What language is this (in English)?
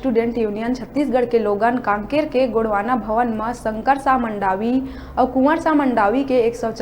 Chhattisgarhi